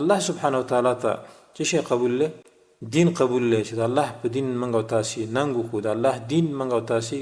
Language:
Pashto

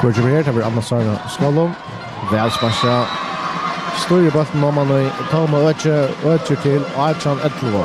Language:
Faroese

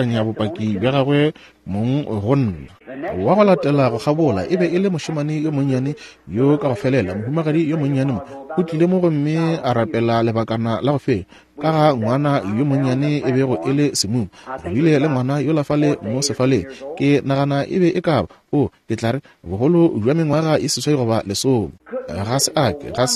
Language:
Northern Sotho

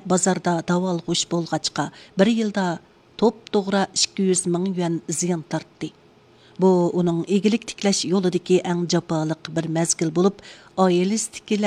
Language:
Uyghur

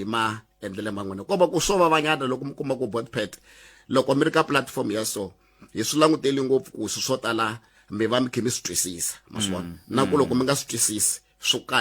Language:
Tsonga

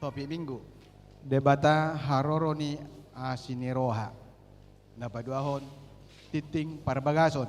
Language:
Batak Toba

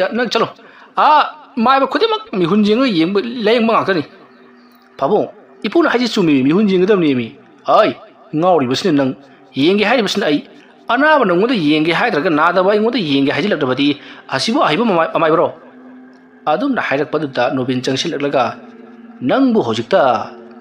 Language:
Manipuri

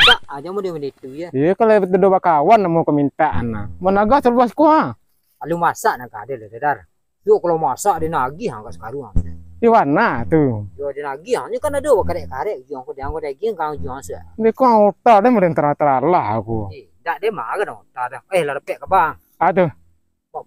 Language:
Minangkabau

